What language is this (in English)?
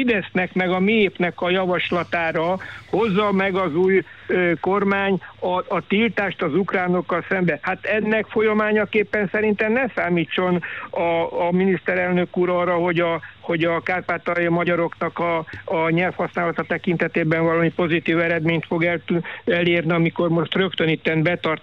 Hungarian